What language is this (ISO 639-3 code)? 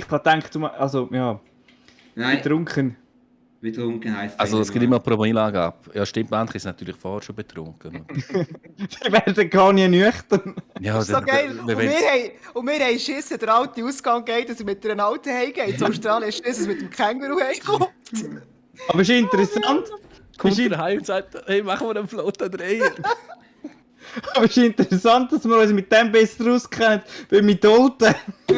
gsw